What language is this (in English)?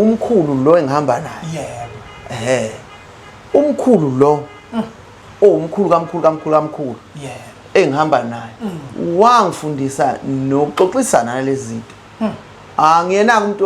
Zulu